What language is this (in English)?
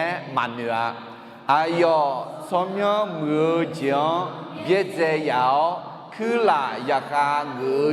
Akha